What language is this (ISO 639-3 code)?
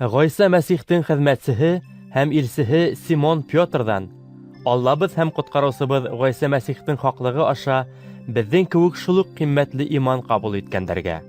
bak